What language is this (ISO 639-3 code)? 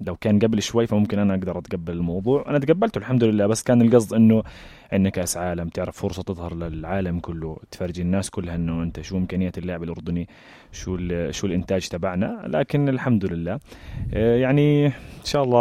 apc